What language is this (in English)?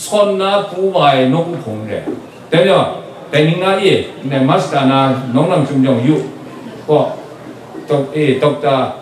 Kachin